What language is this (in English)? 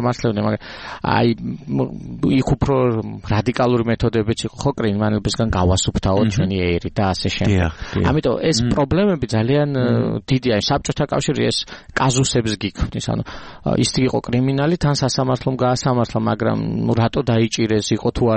Georgian